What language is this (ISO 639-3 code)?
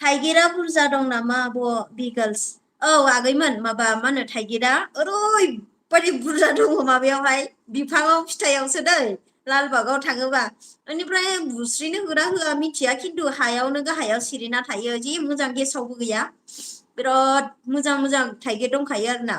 brx